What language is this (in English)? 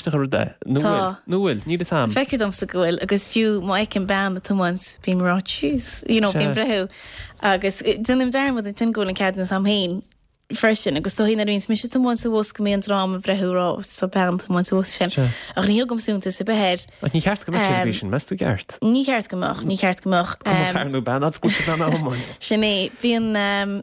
Irish